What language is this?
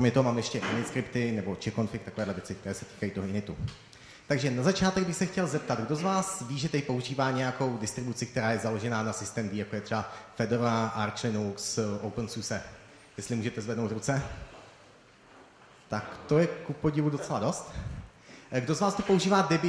Czech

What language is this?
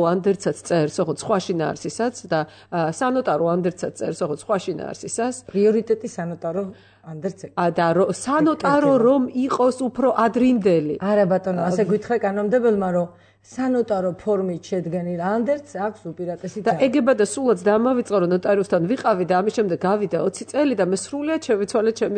Georgian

